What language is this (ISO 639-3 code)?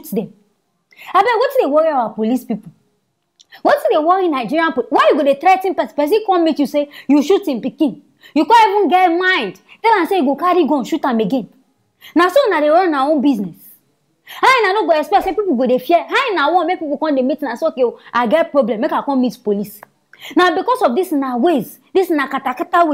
pcm